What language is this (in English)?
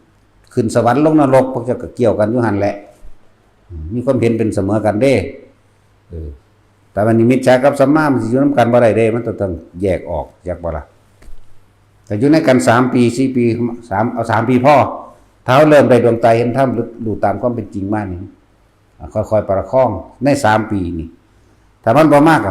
Northeastern Thai